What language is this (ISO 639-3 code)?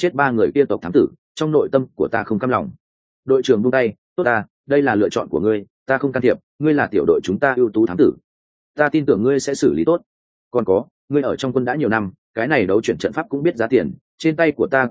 vie